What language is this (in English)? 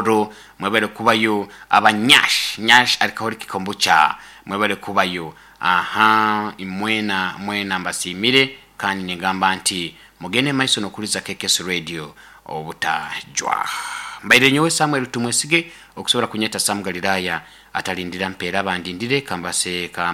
Nyoro